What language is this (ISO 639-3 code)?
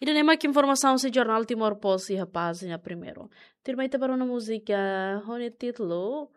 tet